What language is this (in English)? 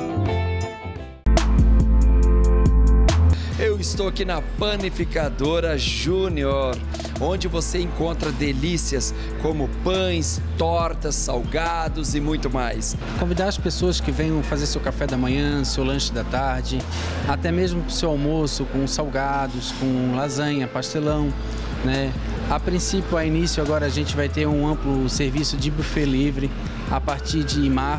Portuguese